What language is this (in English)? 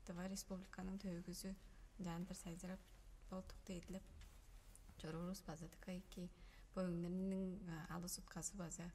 Tuvinian